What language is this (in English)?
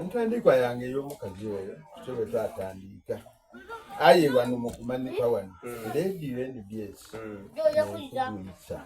Soga